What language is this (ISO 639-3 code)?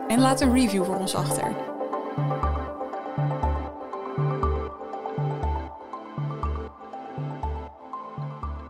nld